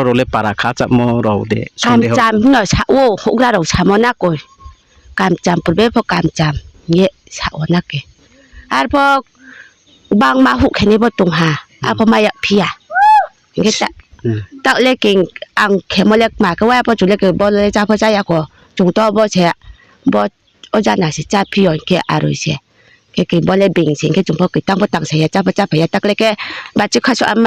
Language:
Riang (India)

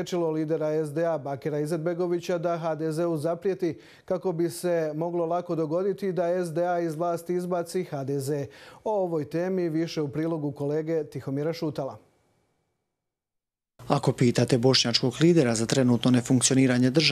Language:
Croatian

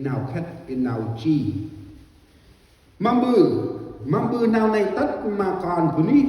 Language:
Central Mnong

